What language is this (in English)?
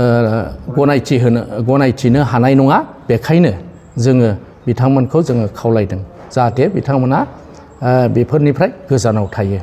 Bodo